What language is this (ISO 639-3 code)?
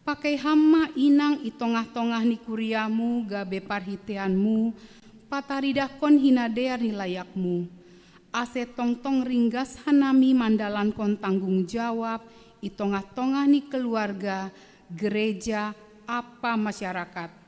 bts